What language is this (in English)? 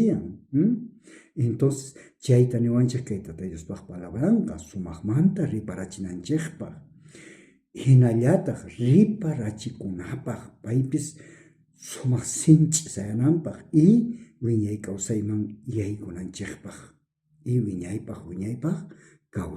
South Bolivian Quechua